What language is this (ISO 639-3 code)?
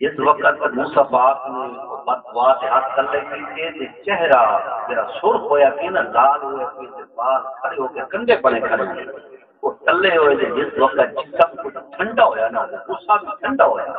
skr